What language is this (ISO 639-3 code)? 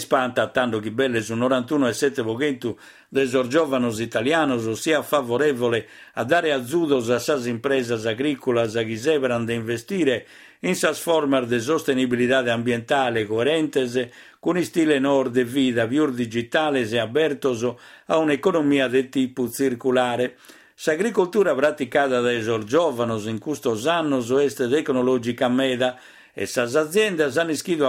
srd